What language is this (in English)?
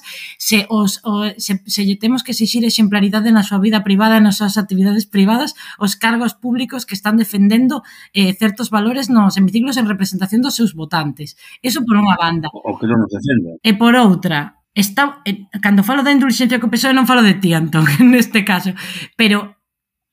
Galician